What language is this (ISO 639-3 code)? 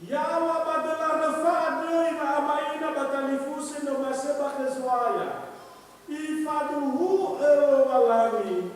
nia